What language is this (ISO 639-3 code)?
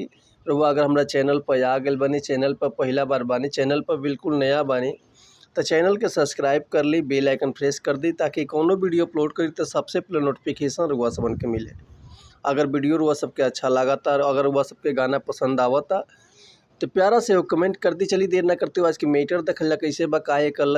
bho